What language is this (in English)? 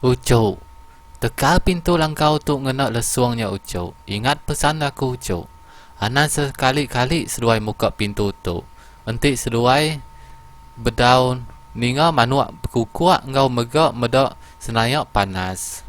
Iban